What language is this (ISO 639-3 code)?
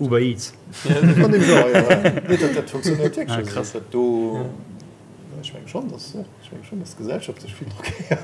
ltz